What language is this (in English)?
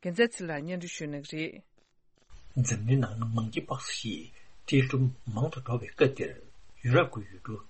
Tibetan